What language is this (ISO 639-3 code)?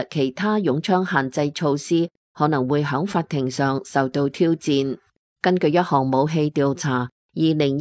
yue